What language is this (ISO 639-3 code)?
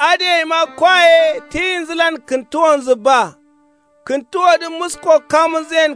kau